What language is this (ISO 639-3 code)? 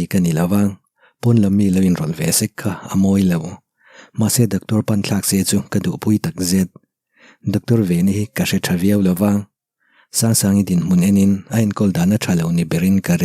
lus